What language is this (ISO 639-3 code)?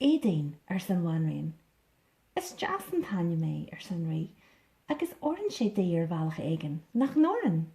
gle